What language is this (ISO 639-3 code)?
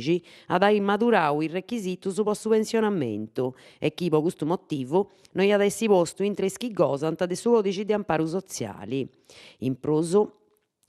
srd